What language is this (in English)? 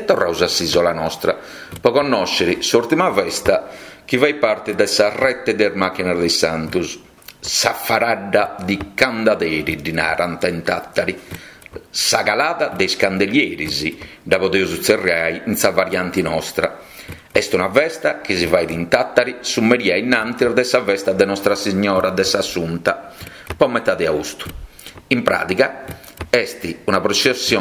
Sardinian